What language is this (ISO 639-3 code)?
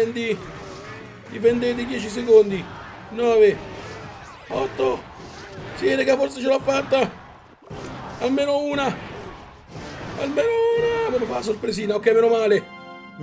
ita